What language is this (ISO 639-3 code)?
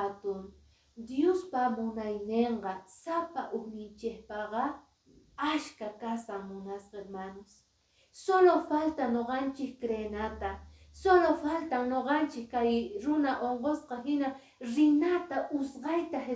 que